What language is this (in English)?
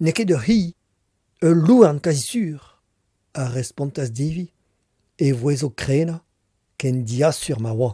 Breton